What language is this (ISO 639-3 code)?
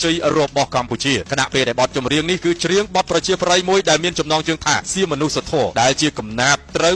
khm